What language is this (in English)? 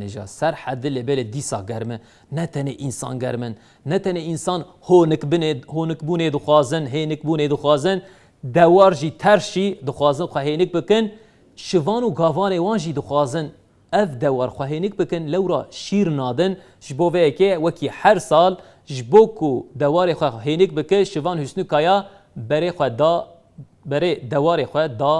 Kurdish